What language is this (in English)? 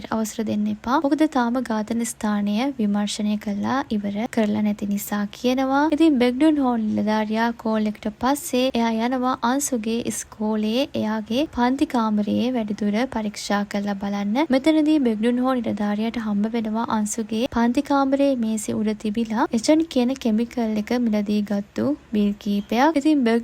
Sinhala